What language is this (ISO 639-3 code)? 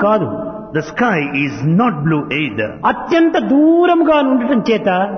tel